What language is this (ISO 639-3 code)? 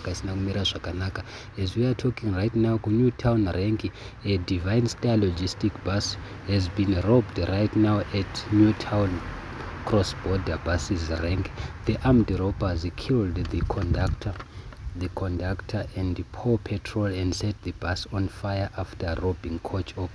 sna